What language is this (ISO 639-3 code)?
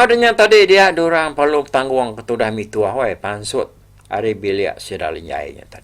iba